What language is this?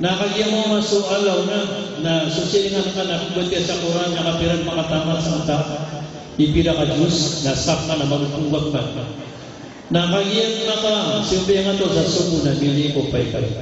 Maranao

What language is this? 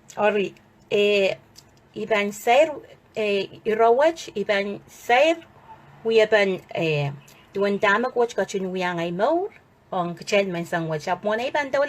Pohnpeian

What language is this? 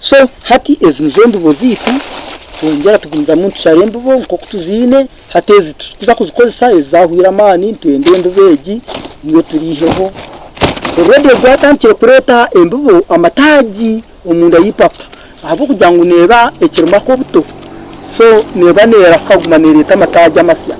Nyankole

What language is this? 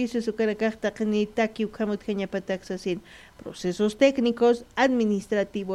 Aymara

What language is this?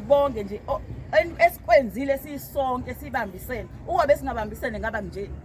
Zulu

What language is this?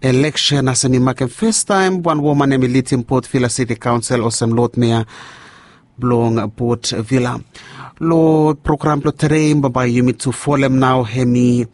Bislama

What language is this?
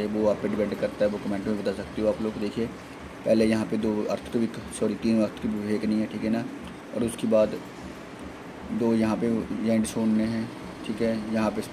Hindi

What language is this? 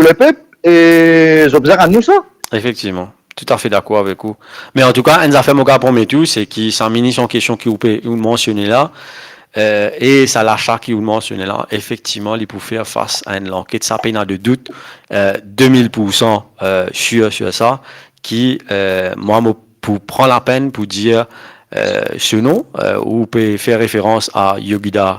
Morisyen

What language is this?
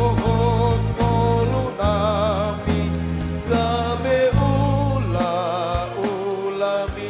Batak Toba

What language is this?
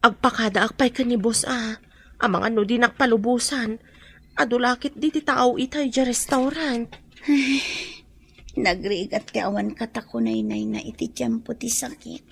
Iloko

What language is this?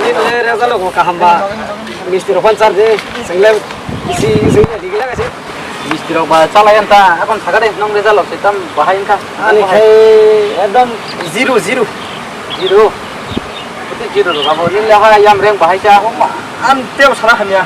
Kok Borok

